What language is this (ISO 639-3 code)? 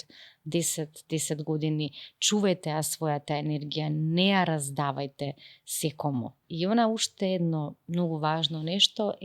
mkd